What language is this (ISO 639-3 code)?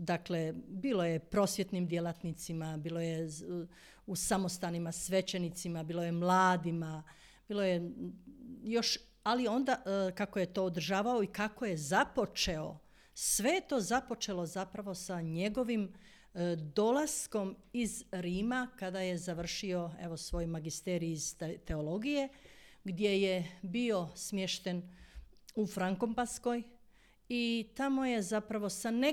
hrv